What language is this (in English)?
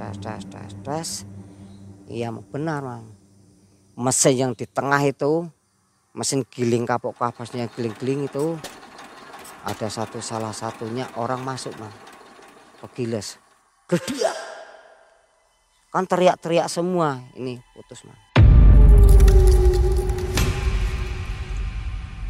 Indonesian